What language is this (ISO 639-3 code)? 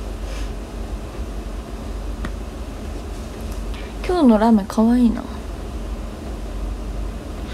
jpn